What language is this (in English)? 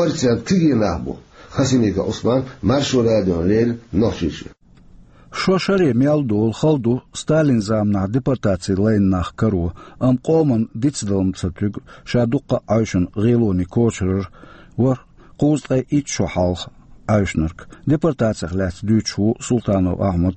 Chechen